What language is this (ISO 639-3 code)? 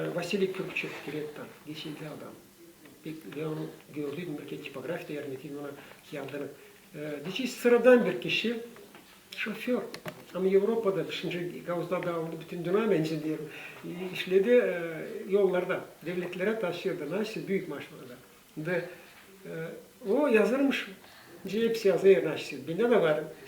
gag